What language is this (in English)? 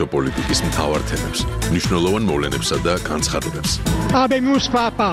Georgian